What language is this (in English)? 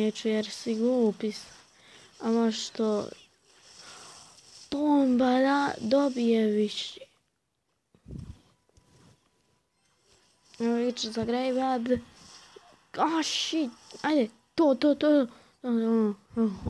Croatian